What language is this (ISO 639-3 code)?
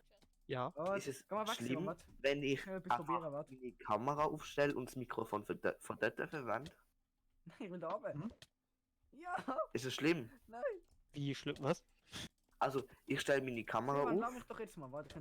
gsw